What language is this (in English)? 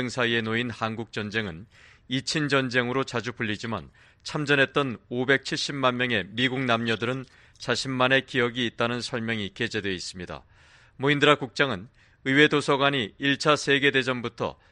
Korean